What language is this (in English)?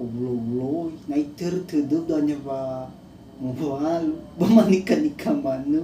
Nias